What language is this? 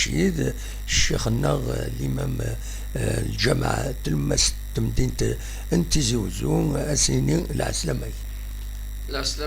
Kabyle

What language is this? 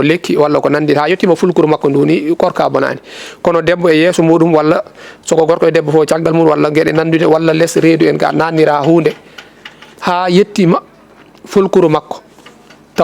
Fula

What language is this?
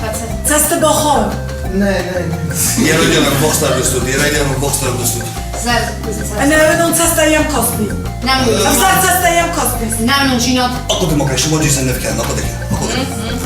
Ossetic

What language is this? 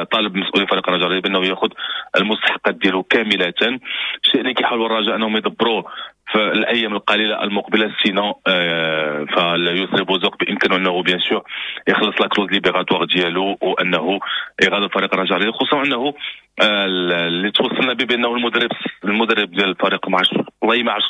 Moroccan Arabic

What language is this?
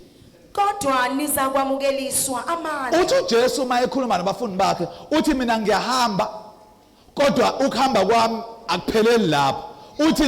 Zulu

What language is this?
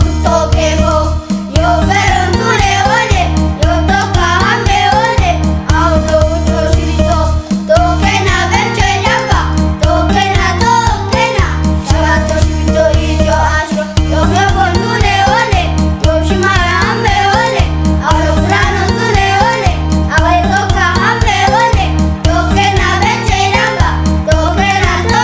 Kafa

